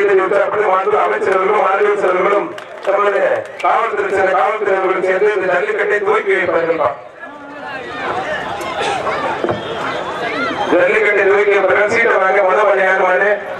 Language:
Tamil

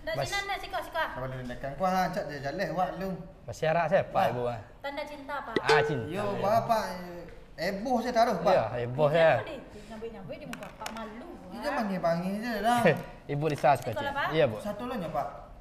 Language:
Minangkabau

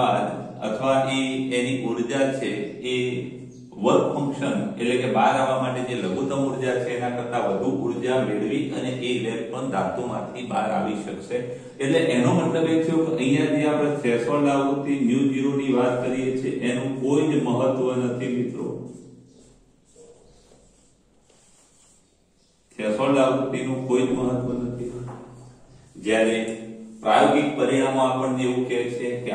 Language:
Gujarati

